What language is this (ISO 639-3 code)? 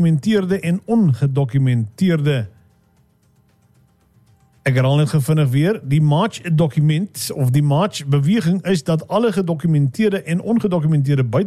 afr